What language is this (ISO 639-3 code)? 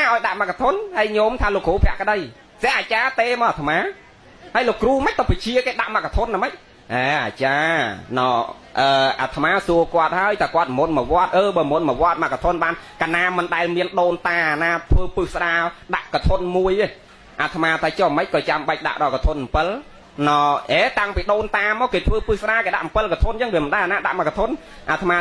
khm